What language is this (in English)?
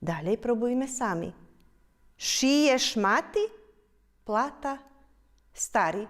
Rusyn